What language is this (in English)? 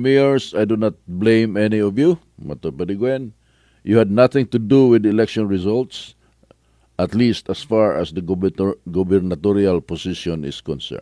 Cebuano